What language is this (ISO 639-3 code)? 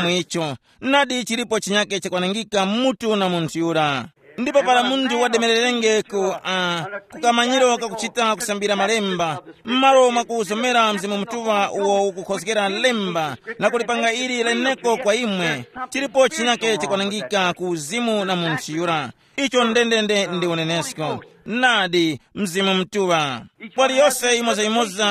tum